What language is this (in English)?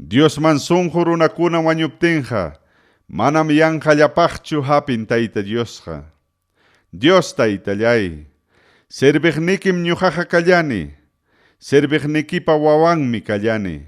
Ayacucho Quechua